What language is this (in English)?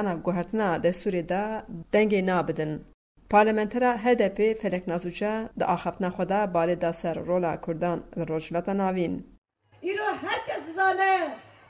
Kurdish